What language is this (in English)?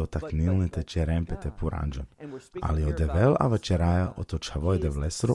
Balkan Romani